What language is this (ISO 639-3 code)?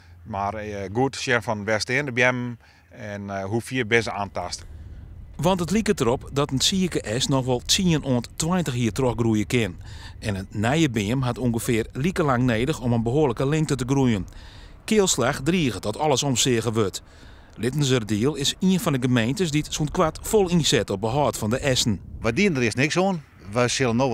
fry